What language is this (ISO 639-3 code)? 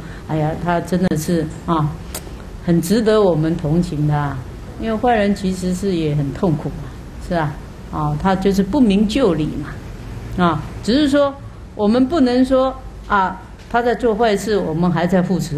zho